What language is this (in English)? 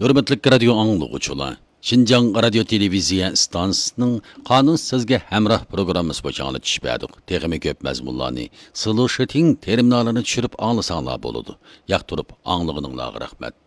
Uyghur